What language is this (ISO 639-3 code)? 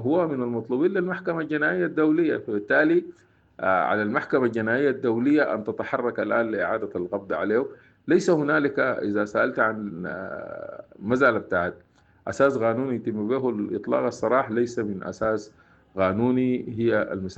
apd